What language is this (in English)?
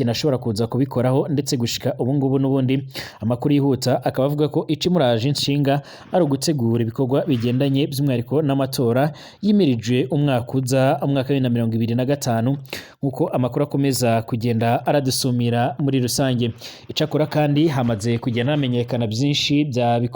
Rundi